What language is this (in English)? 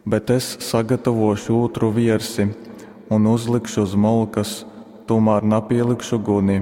Latgalian